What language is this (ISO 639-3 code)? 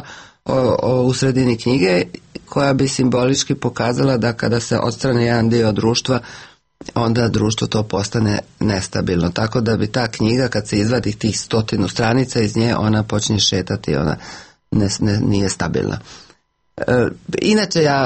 hrv